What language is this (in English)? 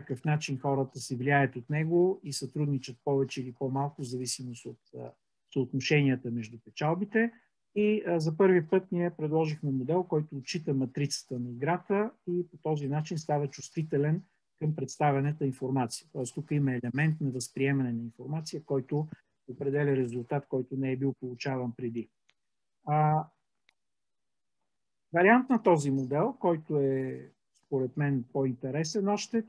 Bulgarian